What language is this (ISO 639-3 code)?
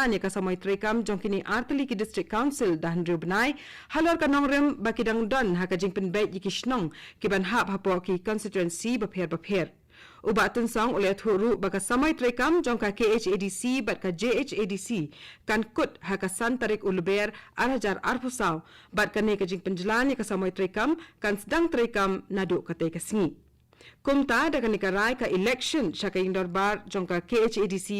kha